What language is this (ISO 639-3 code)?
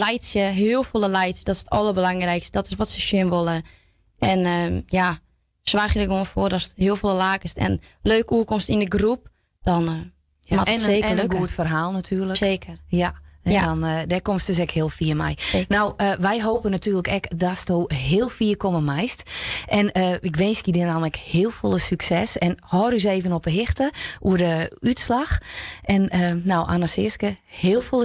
fry